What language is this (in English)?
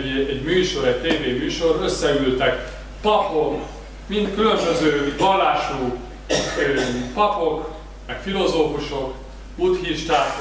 Hungarian